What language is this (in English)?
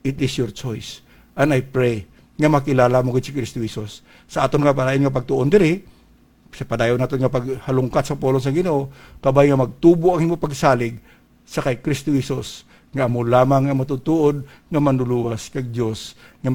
Hiligaynon